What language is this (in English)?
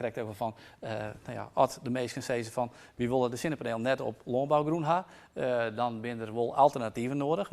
Western Frisian